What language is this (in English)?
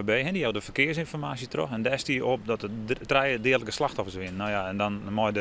Western Frisian